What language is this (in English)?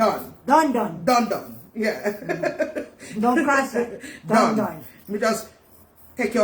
Jamaican Creole English